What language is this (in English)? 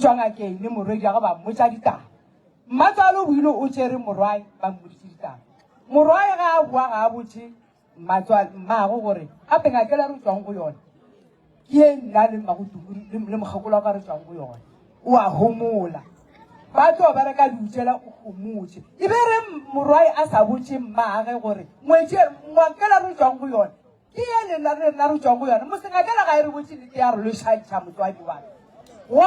Northern Sotho